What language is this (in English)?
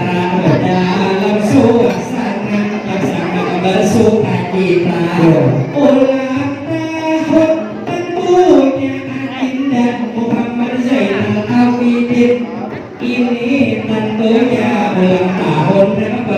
Banjar